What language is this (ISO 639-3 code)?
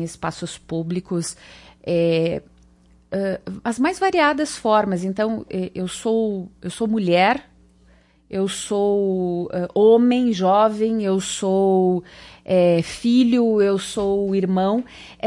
por